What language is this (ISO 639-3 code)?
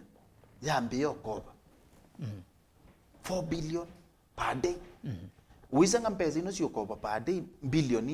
kam